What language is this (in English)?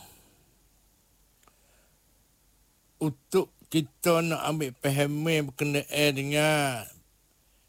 Malay